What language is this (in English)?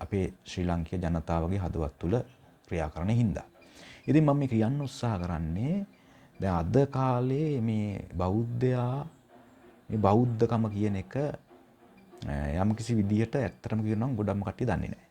Sinhala